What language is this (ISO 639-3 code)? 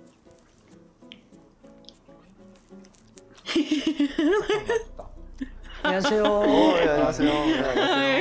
kor